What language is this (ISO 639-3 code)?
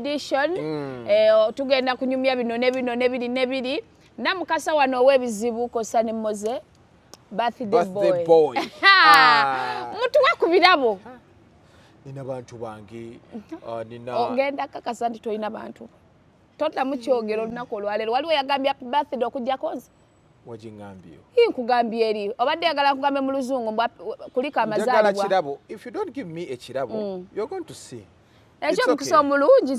lug